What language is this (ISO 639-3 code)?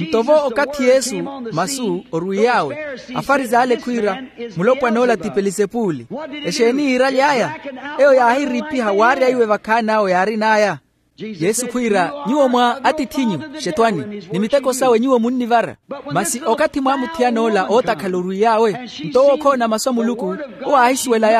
vmw